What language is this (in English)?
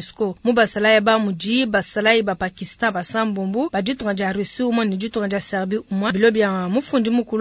Luba-Lulua